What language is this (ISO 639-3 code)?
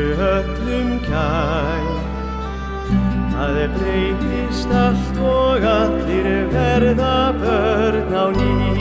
isl